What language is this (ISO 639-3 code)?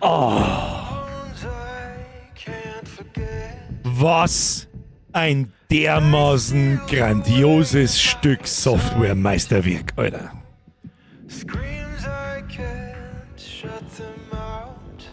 bar